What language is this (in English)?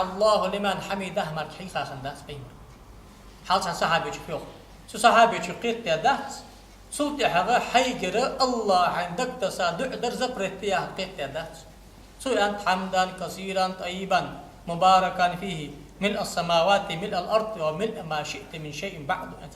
Ingush